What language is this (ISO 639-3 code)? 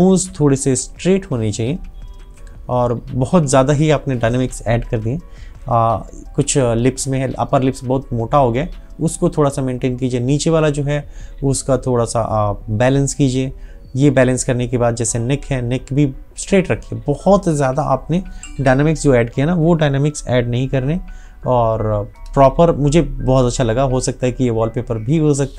hin